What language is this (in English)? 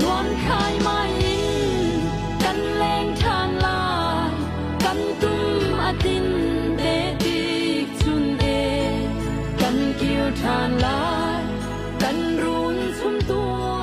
Hakha Chin